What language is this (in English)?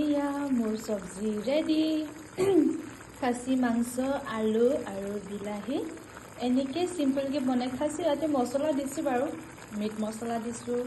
Assamese